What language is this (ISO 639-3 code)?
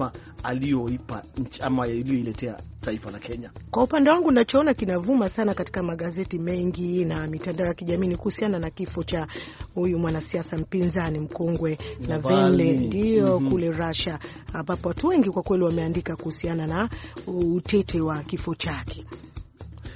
swa